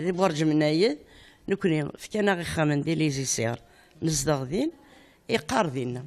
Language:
Kabyle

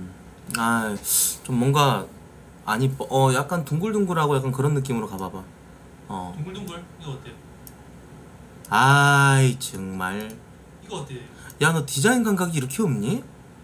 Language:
Korean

